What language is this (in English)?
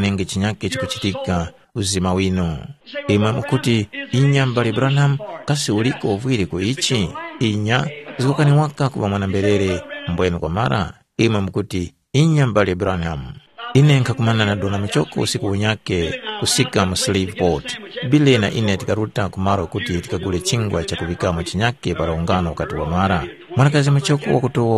Tumbuka